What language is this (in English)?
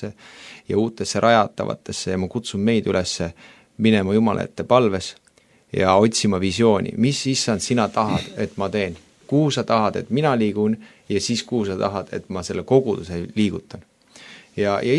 Estonian